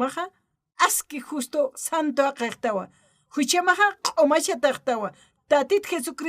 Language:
Aymara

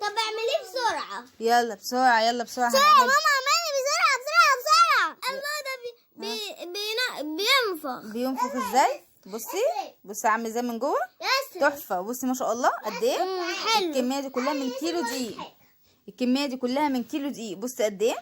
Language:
Egyptian Arabic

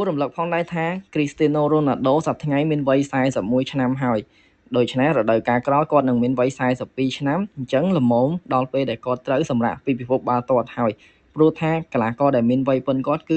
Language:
Khmer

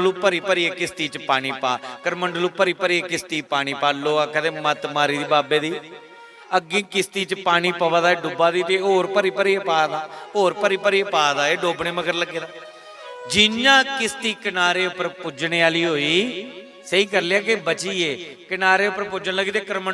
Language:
Dogri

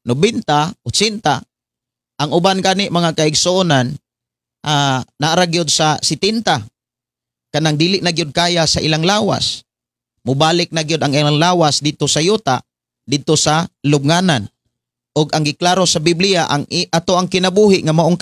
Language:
Cebuano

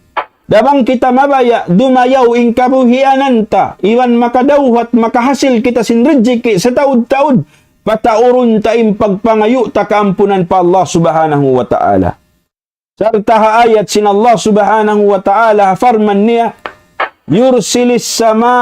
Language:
Tausug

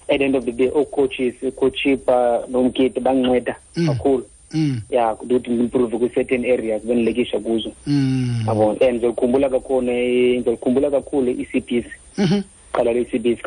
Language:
Xhosa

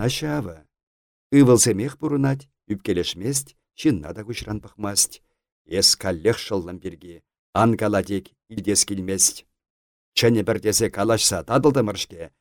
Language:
Chuvash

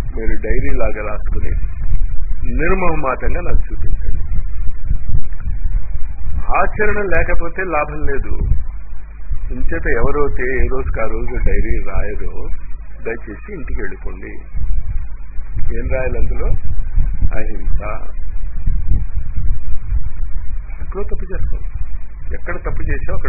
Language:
Telugu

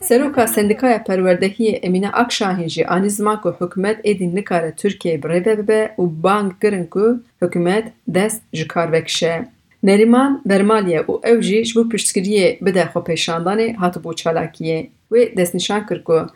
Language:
Kurdish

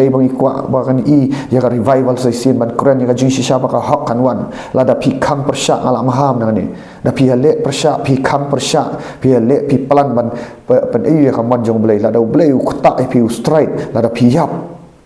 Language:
Khasi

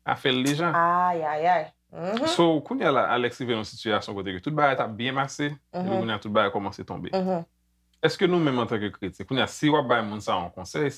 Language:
Haitian Creole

